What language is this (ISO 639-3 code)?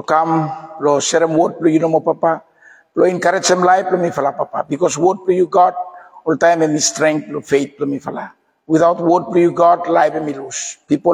bis